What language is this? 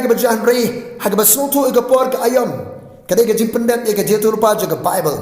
Khasi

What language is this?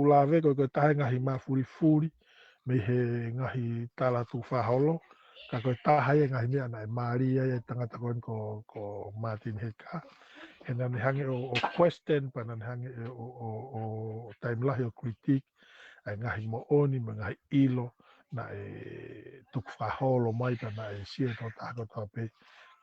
Tongan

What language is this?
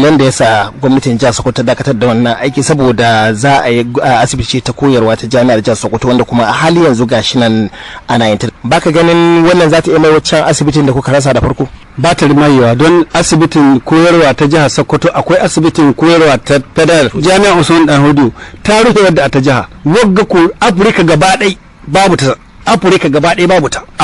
Hausa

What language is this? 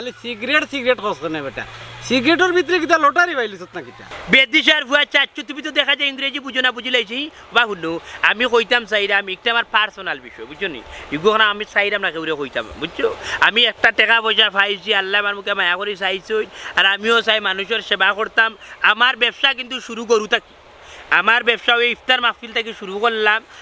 Sylheti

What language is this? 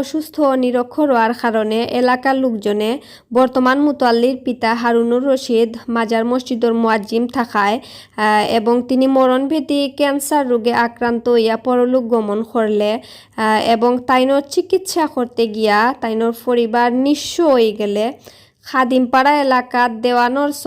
Sylheti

